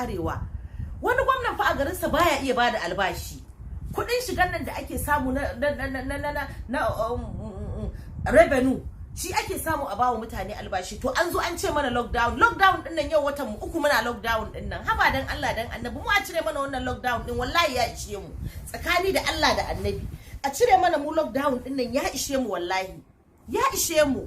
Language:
Hausa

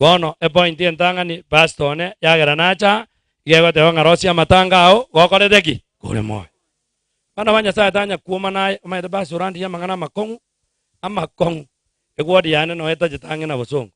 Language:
Gusii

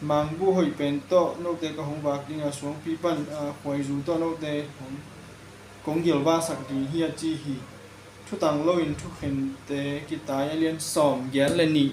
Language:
Tedim Chin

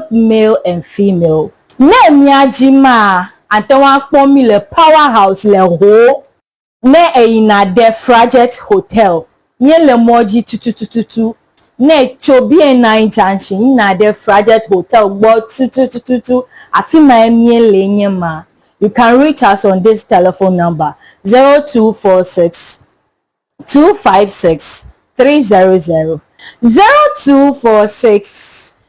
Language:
Ewe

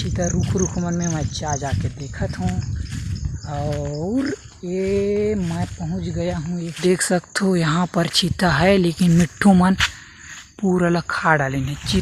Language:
Chhattisgarhi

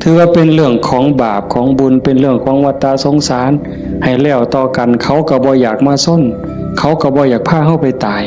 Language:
Northeastern Thai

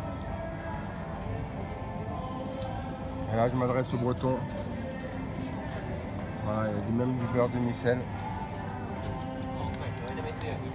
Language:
French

